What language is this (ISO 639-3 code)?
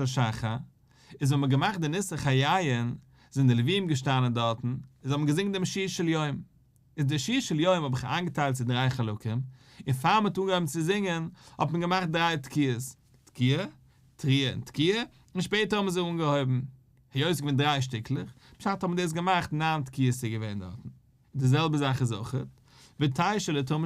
yid